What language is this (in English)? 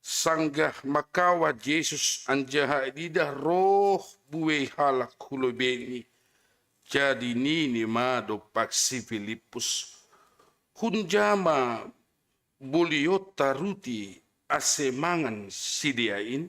Batak Simalungun